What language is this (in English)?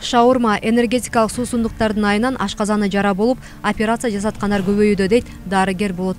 Kyrgyz